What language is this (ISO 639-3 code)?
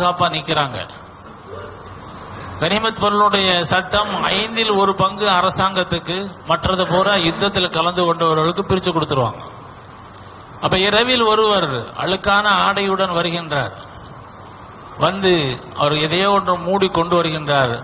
tam